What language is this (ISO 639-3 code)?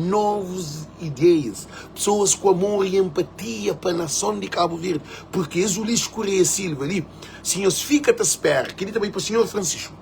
kea